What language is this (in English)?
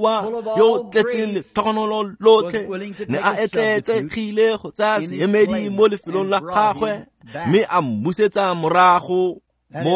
Tswana